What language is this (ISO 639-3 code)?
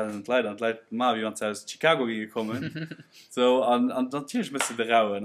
ltz